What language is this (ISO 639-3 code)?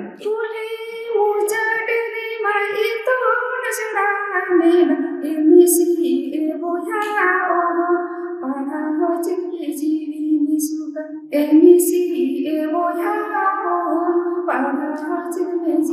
sat